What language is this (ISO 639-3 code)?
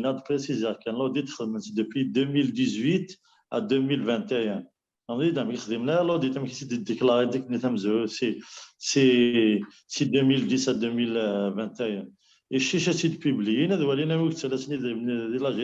kab